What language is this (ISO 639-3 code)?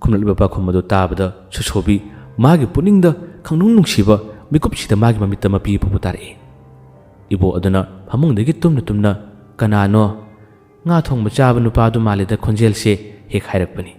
mni